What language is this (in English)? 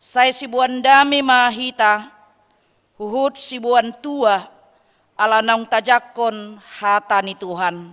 Batak Toba